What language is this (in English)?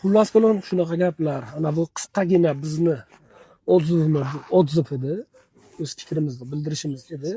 Uzbek